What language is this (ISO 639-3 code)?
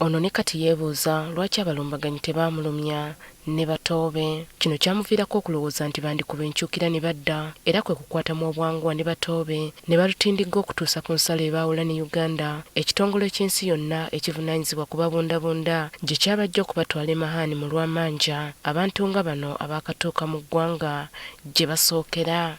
lug